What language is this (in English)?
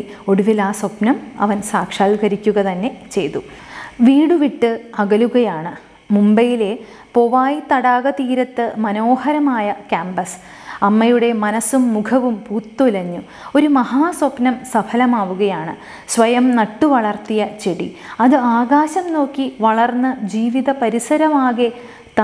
Malayalam